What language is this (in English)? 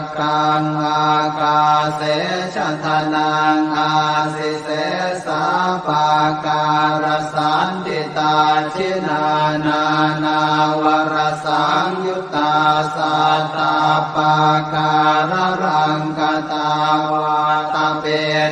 Pali